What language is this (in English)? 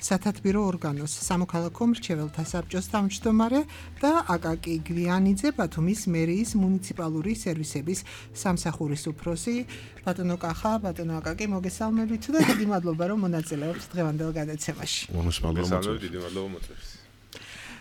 Georgian